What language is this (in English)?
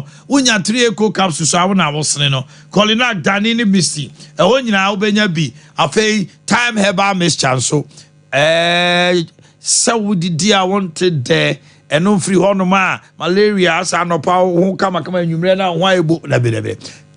Akan